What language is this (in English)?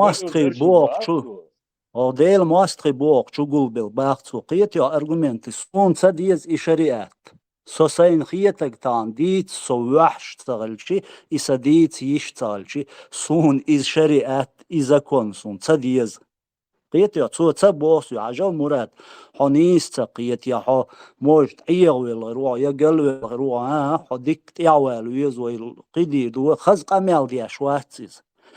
Chechen